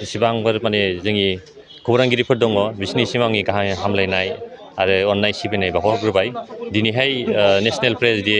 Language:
Bodo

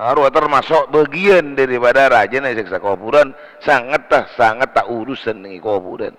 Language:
Madurese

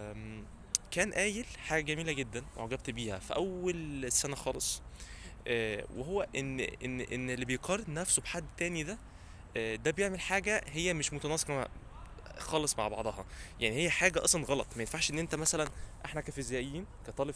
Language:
Egyptian Arabic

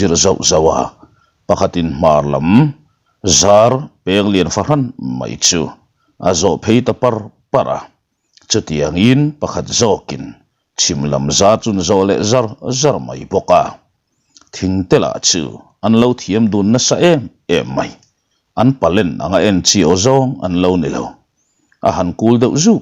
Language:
Mizo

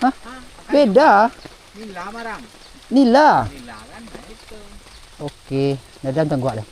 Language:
Minangkabau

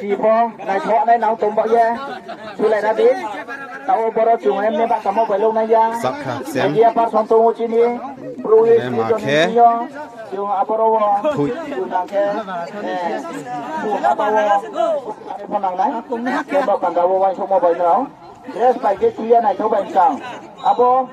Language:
Riang (India)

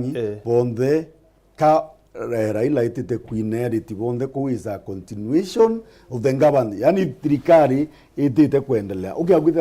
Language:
Meru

